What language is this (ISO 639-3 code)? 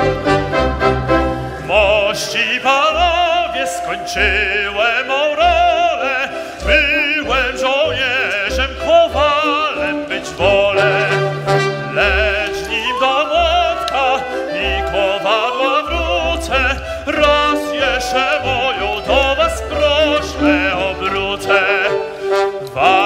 pol